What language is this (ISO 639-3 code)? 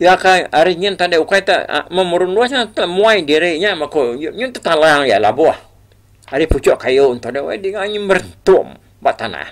iba